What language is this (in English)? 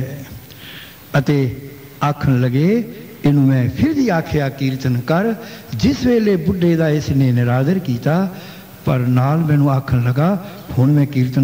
Punjabi